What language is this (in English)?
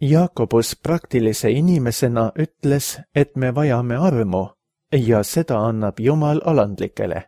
Estonian